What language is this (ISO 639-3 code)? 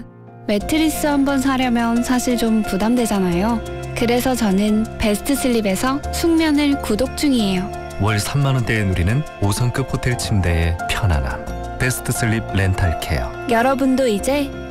kor